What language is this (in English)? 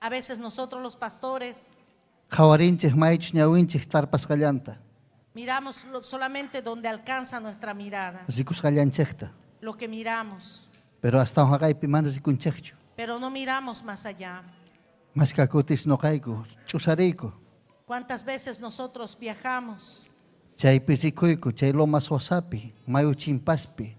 Ayacucho Quechua